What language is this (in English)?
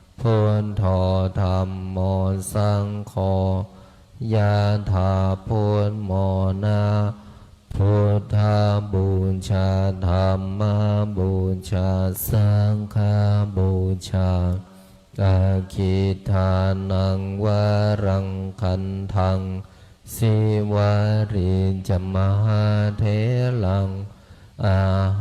Pali